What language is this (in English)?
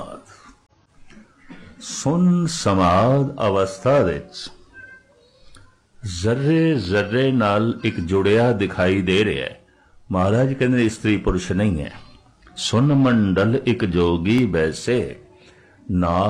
Punjabi